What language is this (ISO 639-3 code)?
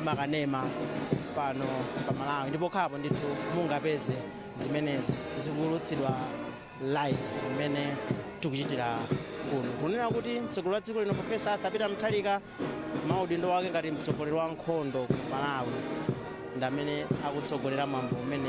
nya